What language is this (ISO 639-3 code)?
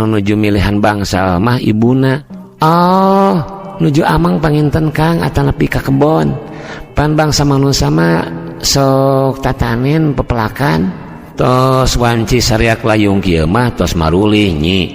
sun